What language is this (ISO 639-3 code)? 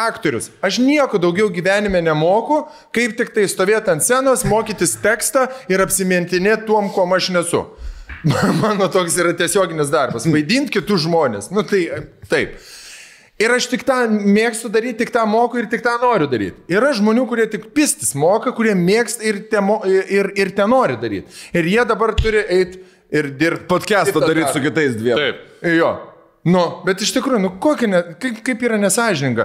lit